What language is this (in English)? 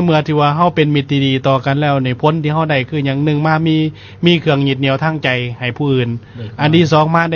Lao